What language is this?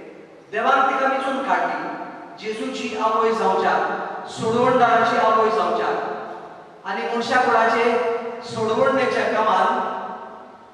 Konkani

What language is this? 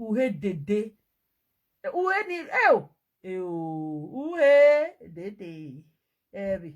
Nigerian Pidgin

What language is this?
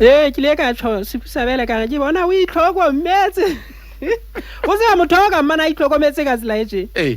Southern Sotho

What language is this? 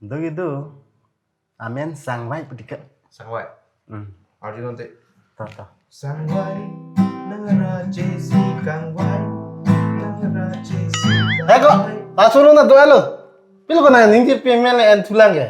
Karbi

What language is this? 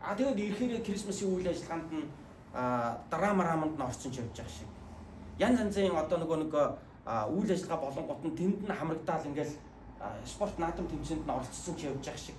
Mongolian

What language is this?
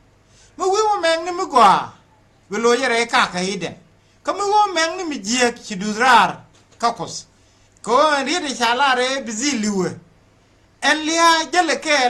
Nuer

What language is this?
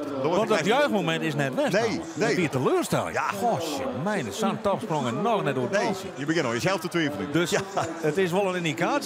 Western Frisian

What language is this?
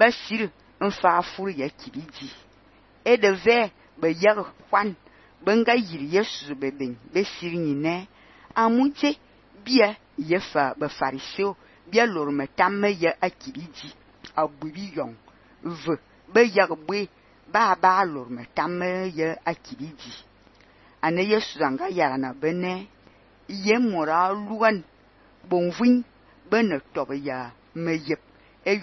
Fang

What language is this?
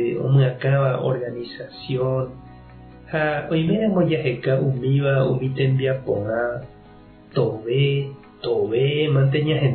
Guarani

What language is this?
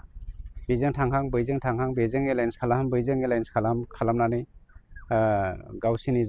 Bodo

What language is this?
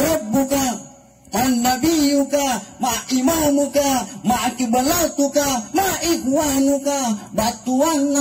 Makasar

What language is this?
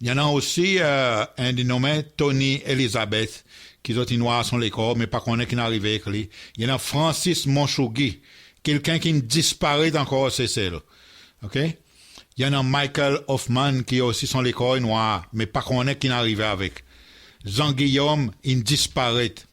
Seselwa Creole French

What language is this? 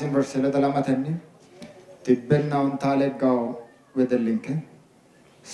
Sidamo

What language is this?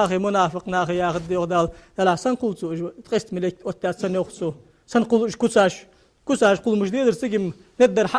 Ingush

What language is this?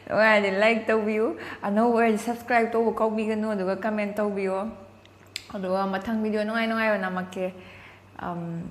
Manipuri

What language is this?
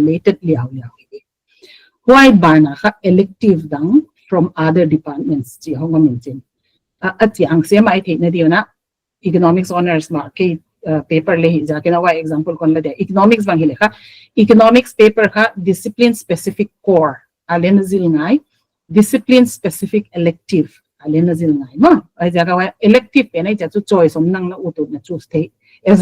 Paite Chin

